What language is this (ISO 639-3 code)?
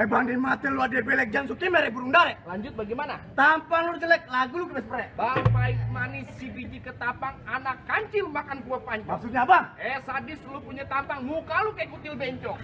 bew